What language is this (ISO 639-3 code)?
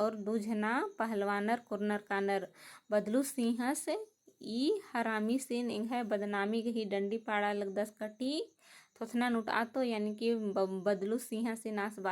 kru